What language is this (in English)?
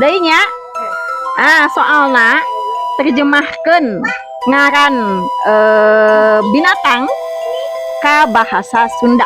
Sundanese